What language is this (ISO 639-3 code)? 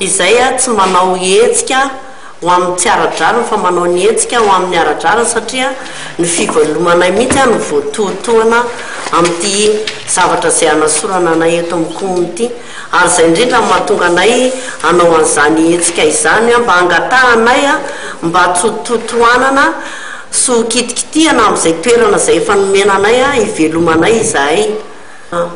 mlg